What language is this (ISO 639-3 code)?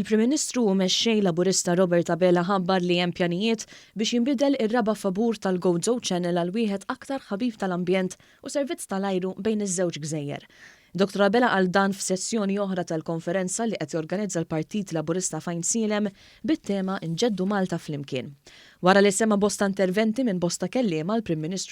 mlt